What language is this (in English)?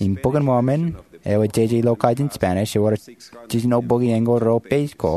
Marshallese